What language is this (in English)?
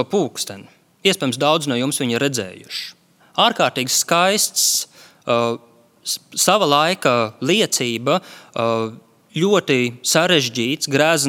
Latvian